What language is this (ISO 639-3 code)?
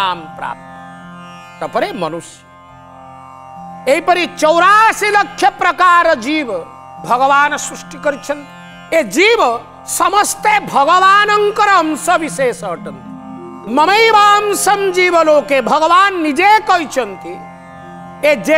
ori